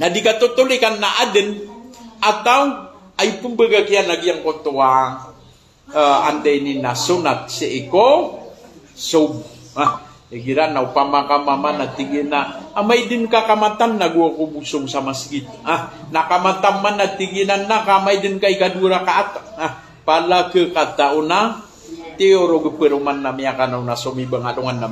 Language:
Maranao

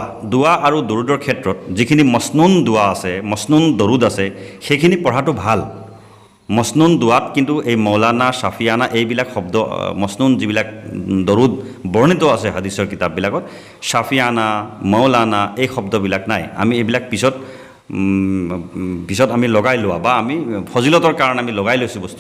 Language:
Assamese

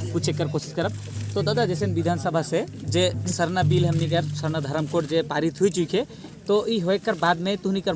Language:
Sadri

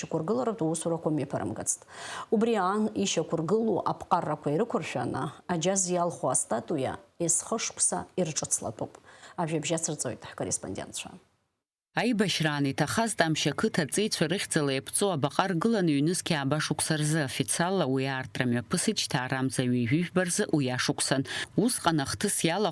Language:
Abkhazian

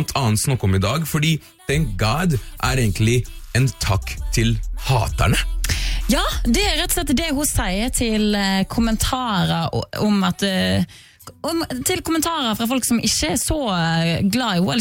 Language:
Norwegian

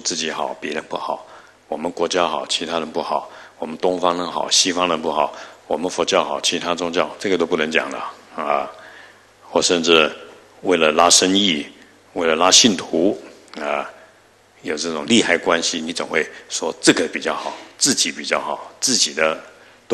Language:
Chinese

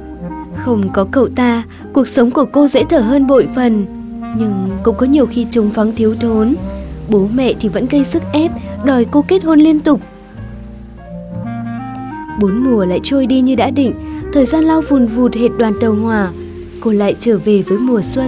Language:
Vietnamese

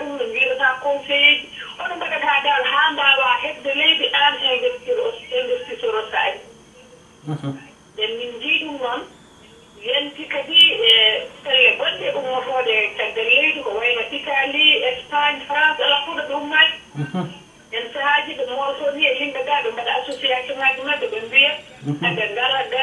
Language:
Fula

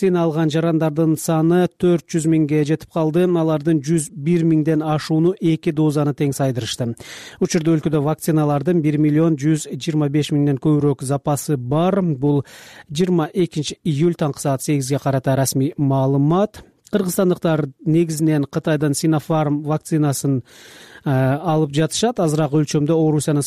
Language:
Kyrgyz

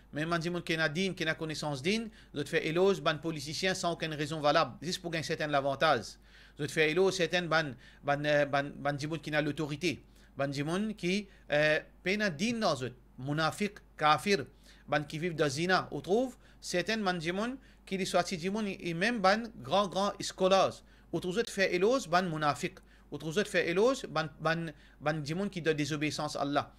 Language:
Morisyen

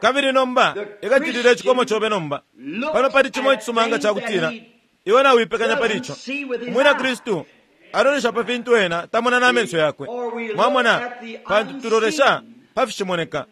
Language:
Bemba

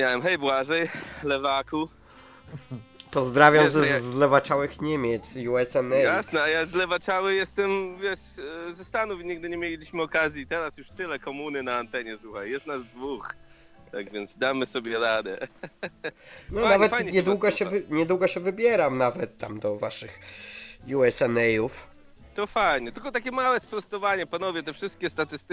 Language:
Polish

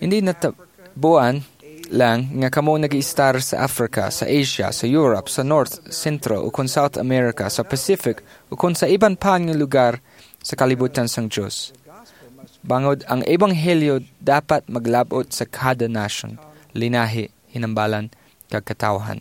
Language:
Hiligaynon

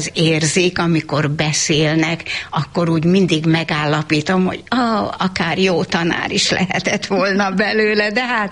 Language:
Hungarian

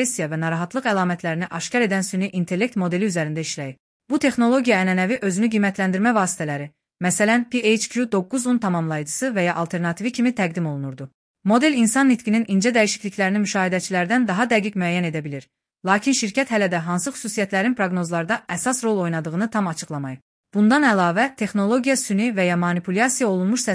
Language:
Azerbaijani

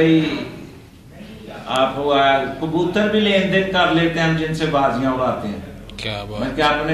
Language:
Hindi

